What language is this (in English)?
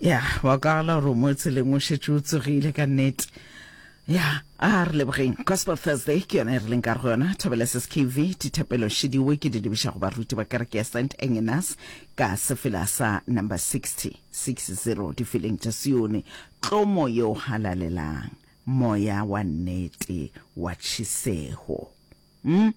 Northern Sotho